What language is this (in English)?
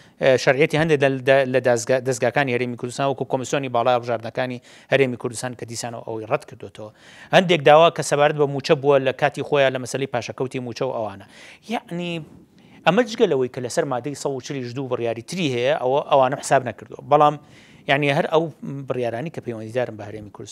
Central Kurdish